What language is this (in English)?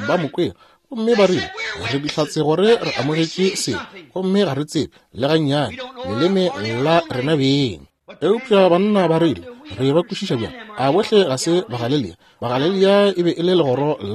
Northern Sotho